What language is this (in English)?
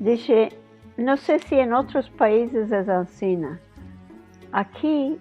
Ladino